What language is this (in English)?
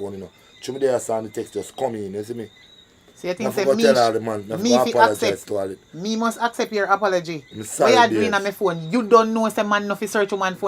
Jamaican Creole English